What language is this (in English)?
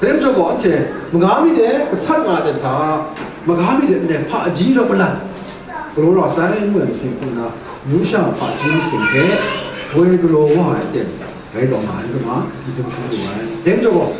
Kachin